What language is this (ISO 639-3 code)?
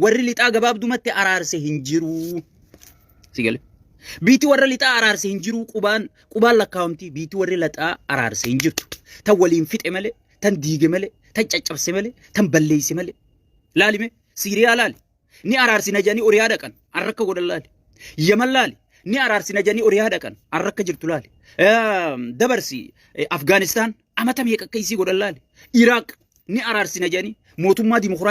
orm